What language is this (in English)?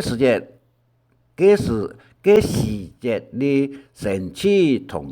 Hakka Chinese